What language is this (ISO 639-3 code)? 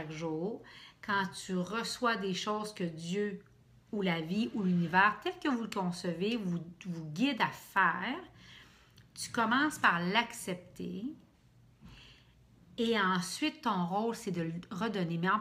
fra